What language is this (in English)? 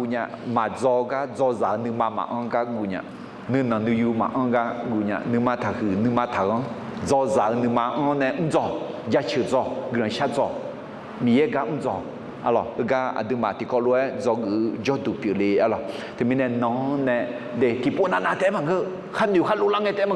Akha